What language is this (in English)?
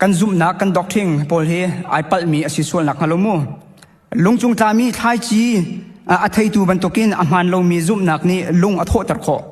Hakha Chin